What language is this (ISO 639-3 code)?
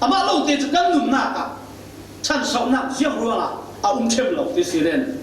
cfm